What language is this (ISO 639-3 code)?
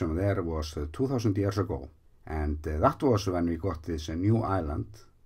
eng